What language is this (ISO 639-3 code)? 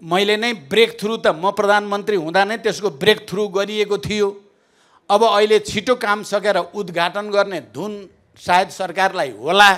nep